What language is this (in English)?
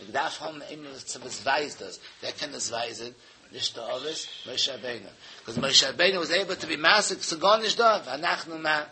Yiddish